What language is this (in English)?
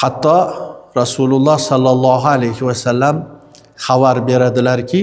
Uzbek